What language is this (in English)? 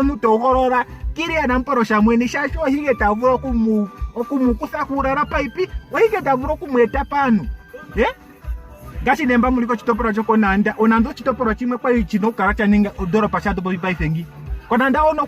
Ndonga